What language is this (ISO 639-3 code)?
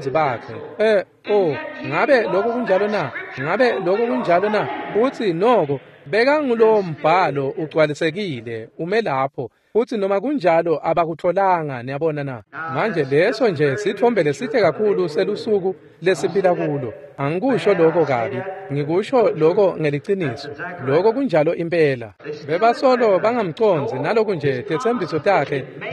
ssw